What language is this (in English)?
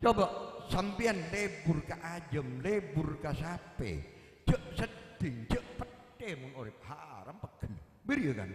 Madurese